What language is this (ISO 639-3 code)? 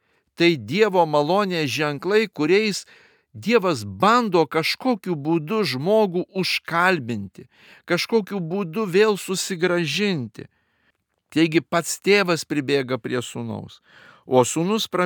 lit